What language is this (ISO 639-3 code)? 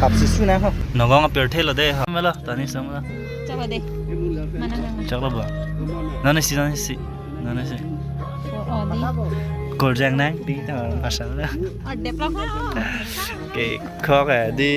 mjw